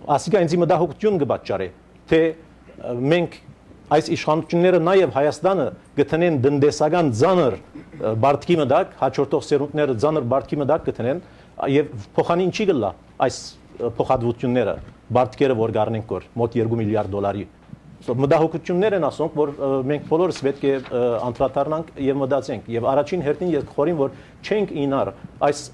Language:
Armenian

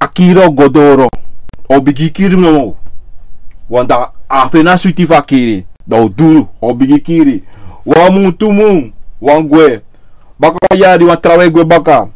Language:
Sranan Tongo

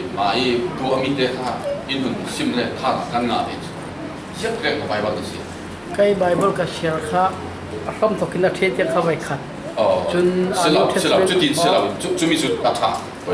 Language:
Falam Chin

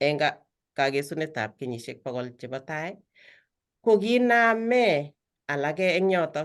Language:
Kalenjin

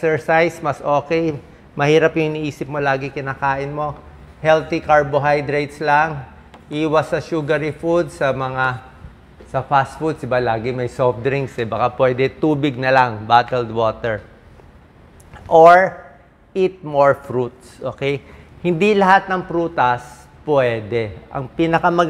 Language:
Filipino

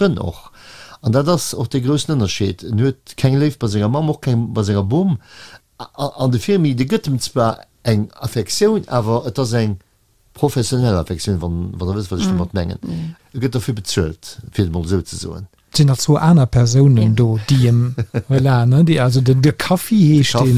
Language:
Luxembourgish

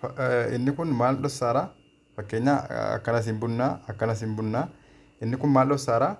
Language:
Oromo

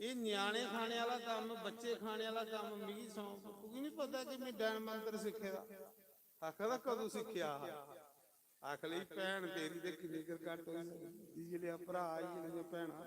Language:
Dogri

